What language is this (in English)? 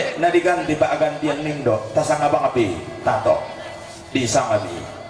Toraja-Sa'dan